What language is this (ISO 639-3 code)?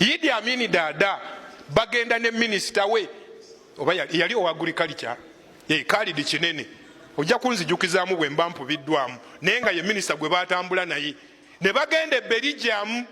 lug